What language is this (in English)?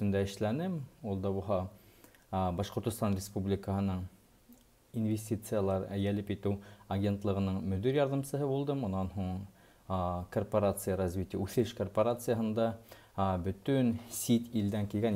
Bashkir